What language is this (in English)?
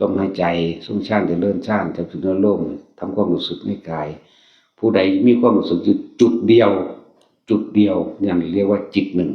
Northeastern Thai